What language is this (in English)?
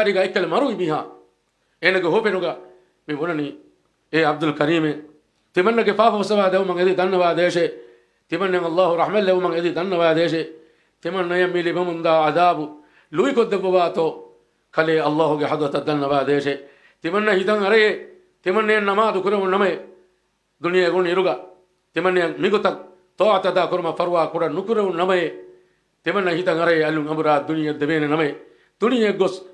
Divehi